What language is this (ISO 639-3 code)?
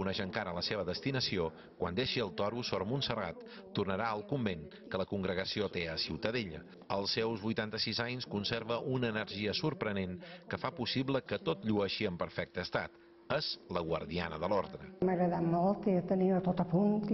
cat